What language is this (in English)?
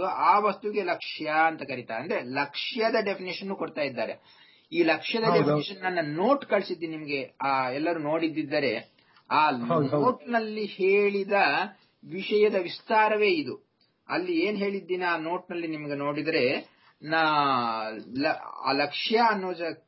Kannada